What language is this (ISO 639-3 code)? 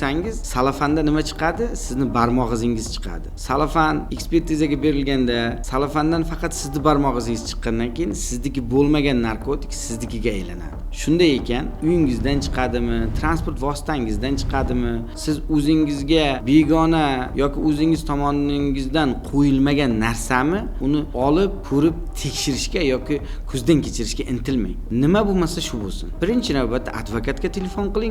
uzb